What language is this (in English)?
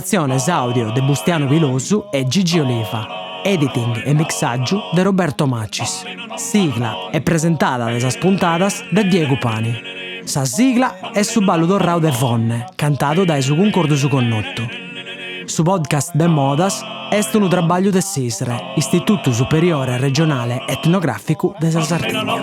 Sardinian